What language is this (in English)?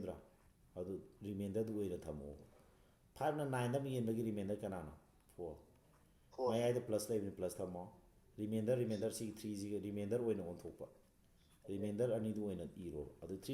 Manipuri